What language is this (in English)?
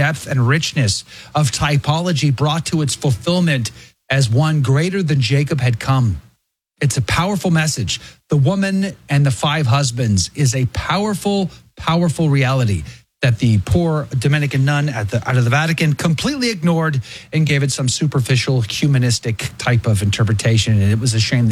English